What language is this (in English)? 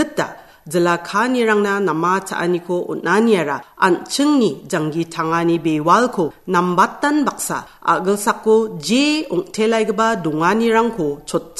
Garo